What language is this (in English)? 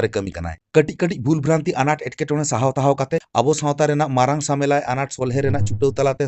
Santali